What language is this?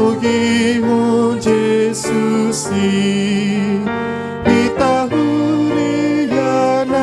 Batak Toba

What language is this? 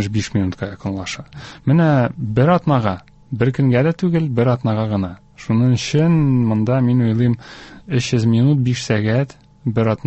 Tatar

